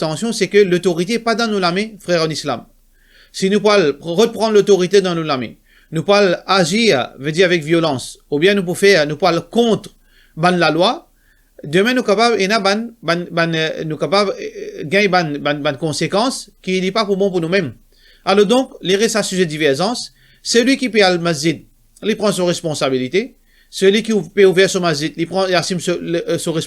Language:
Morisyen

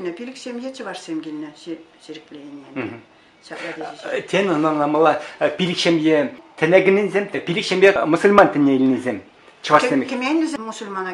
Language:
Chuvash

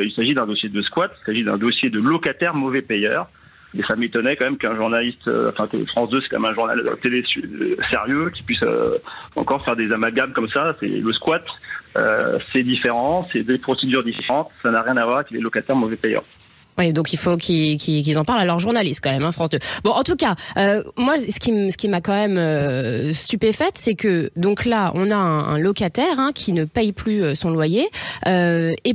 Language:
French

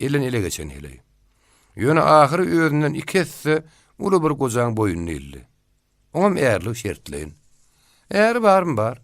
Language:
Turkmen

